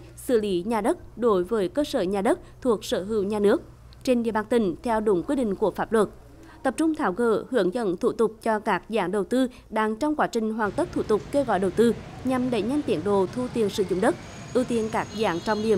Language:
Vietnamese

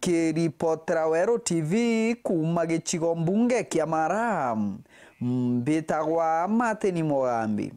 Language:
Meru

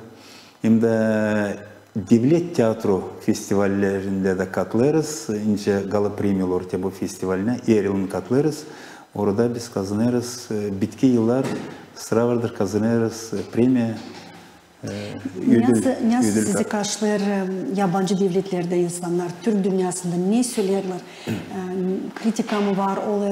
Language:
Gagauz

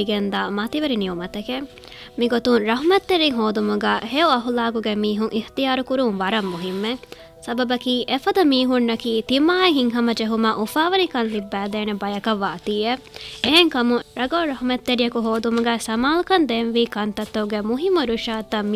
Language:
Divehi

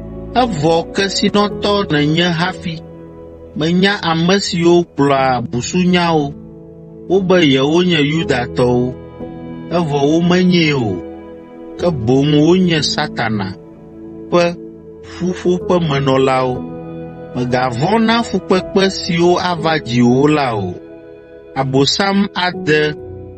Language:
Ewe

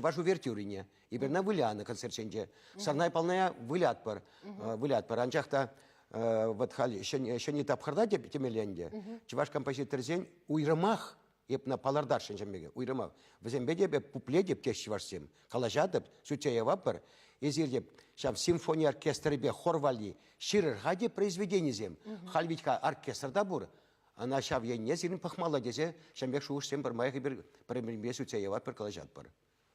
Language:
Chuvash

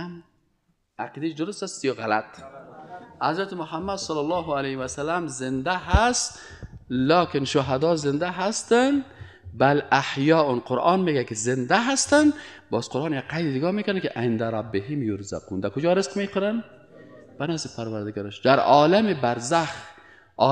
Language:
Persian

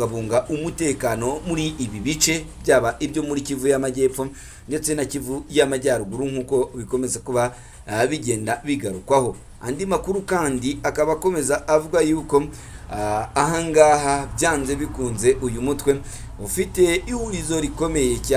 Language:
Kinyarwanda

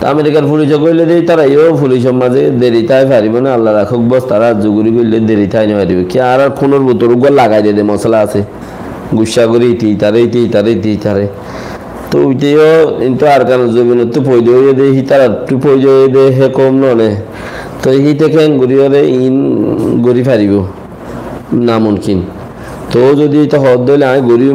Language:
Rohingya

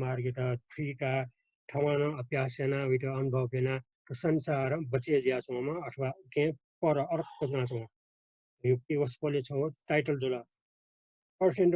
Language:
Newari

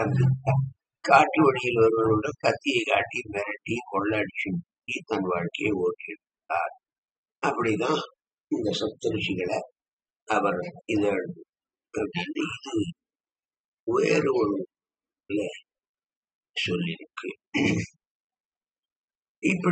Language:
Tamil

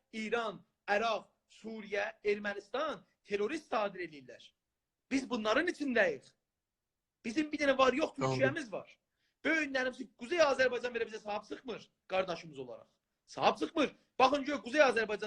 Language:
South Azerbaijani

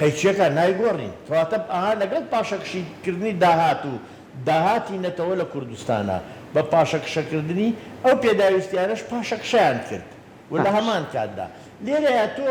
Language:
Central Kurdish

